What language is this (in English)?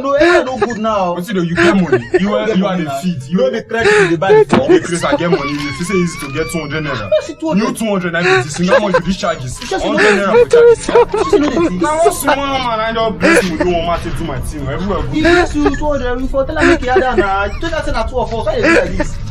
Nigerian Pidgin